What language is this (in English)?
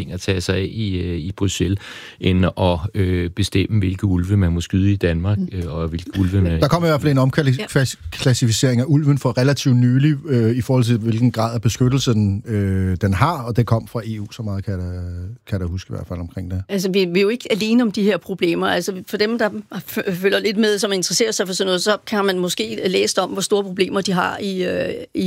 Danish